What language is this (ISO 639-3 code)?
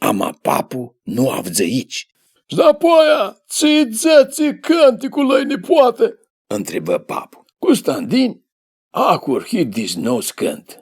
rup